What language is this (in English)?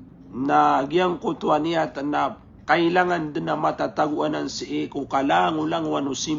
Maranao